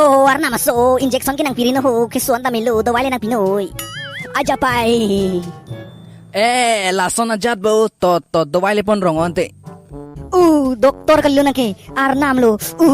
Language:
Karbi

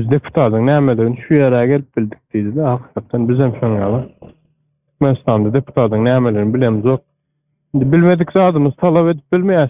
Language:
Turkmen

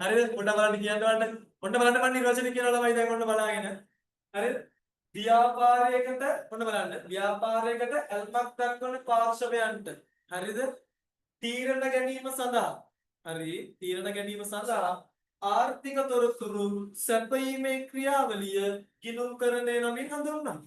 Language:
Sinhala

